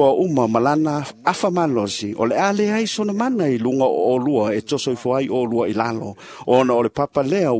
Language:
Samoan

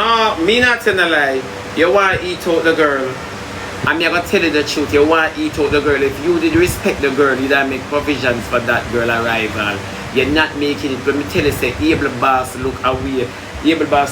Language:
Jamaican Creole English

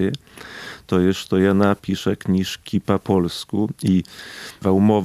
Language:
Polish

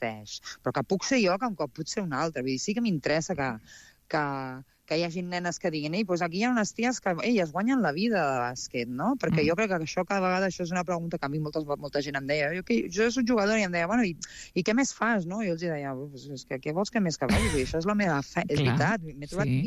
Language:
Catalan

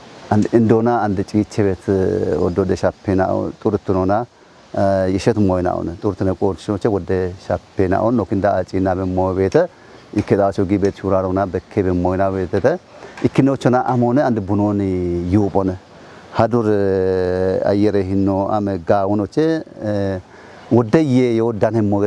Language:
Kafa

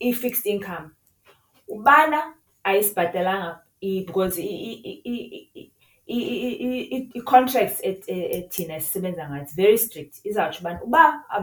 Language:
Xhosa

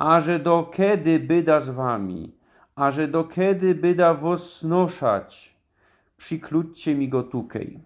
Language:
Silesian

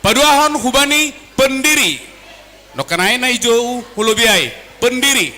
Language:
Batak Simalungun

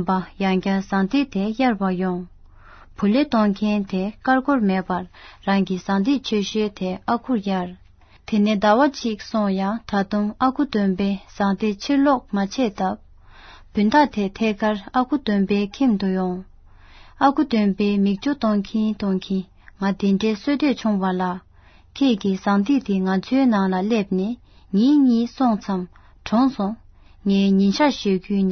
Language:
Tibetan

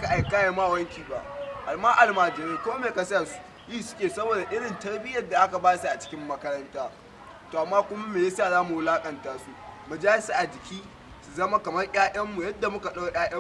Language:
Hausa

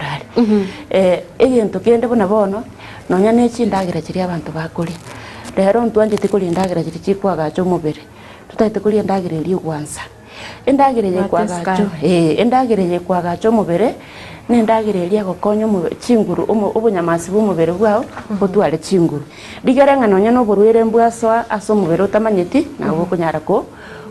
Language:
Gusii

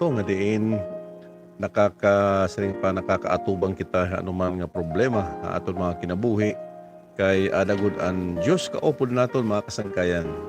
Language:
Waray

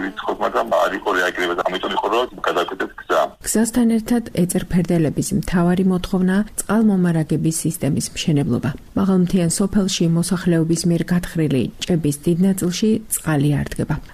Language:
Georgian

